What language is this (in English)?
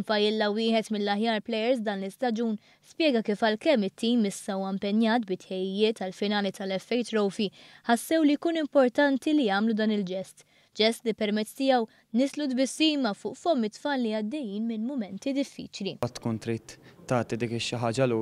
Maltese